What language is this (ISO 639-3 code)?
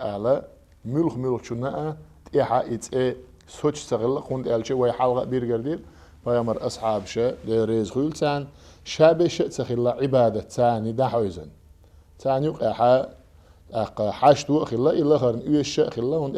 che